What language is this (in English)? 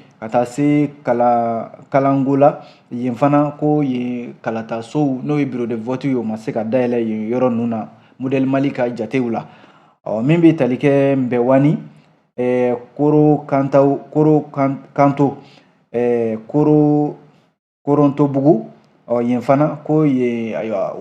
Bambara